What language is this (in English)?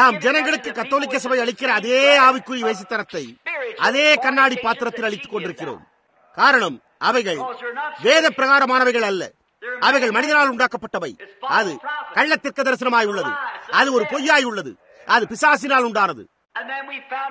Tamil